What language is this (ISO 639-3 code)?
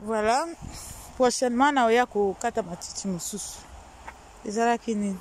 lin